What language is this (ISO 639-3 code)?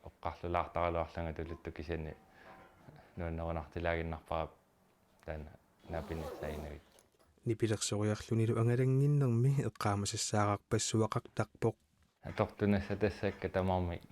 kal